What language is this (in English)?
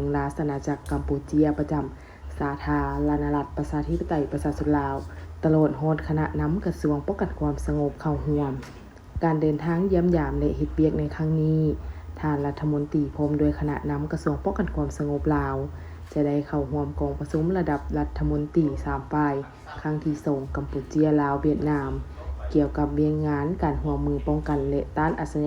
Lao